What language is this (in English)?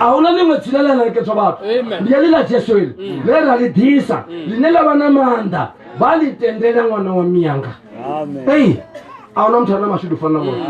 Venda